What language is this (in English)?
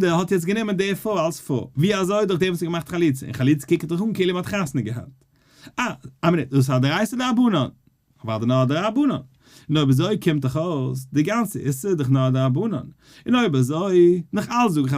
Yiddish